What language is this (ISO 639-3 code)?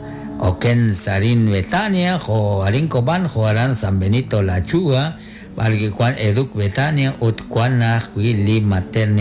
kek